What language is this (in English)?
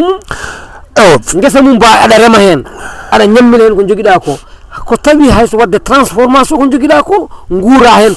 Fula